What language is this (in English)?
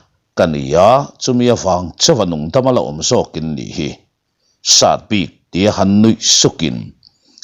Mizo